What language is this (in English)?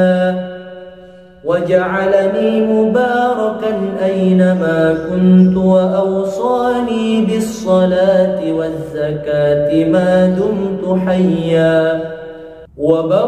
Arabic